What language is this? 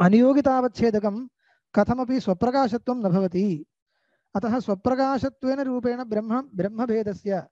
Sanskrit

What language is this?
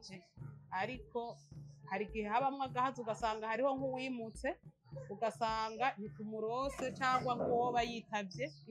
Rundi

